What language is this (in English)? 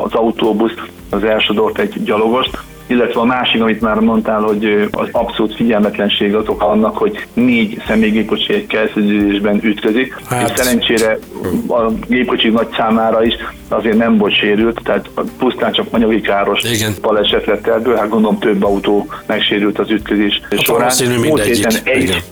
Hungarian